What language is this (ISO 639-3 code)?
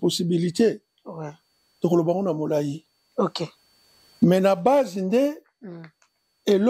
lin